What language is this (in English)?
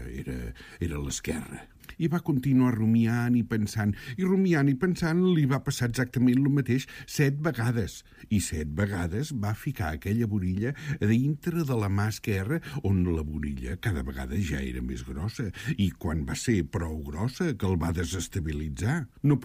Catalan